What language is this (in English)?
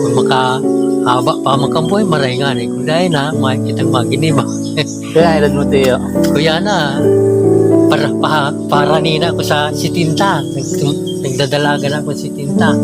Bikol